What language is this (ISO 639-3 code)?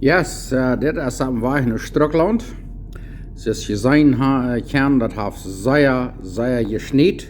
pdt